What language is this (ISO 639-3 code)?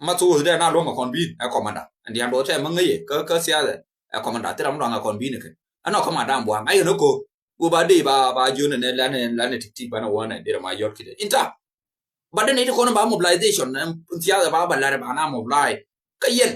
nus